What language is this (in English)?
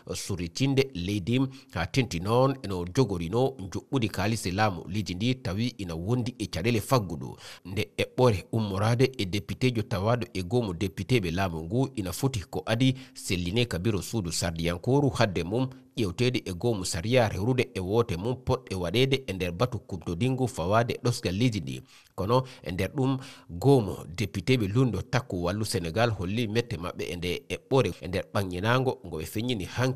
Fula